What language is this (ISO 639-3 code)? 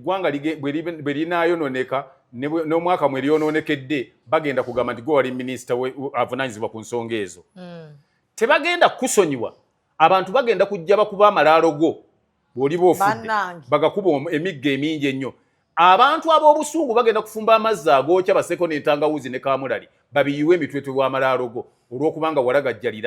lug